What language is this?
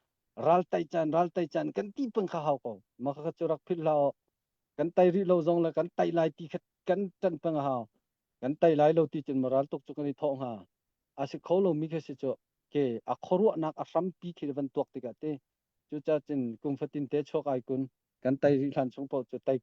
Hakha Chin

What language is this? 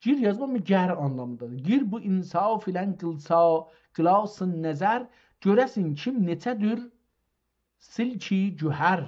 South Azerbaijani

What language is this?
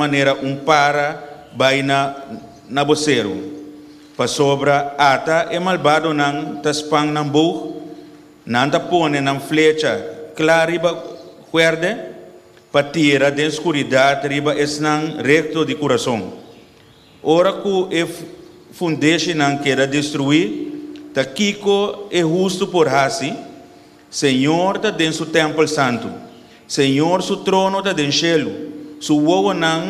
Papiamento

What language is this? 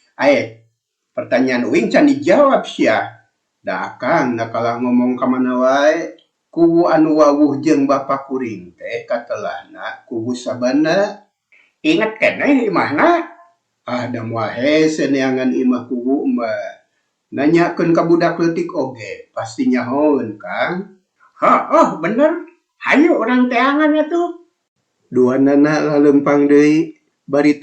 Sundanese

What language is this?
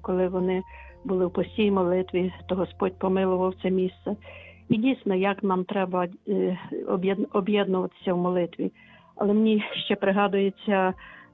Ukrainian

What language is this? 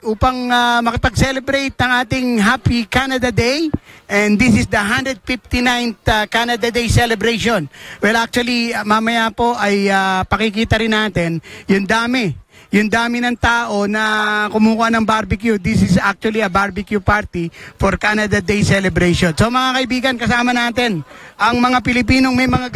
Filipino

